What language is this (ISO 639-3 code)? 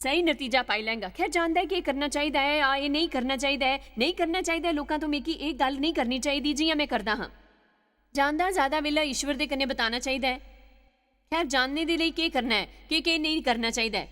doi